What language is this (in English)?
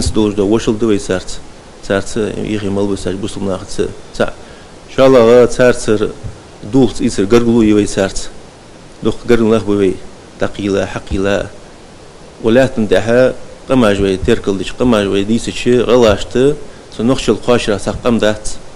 Ingush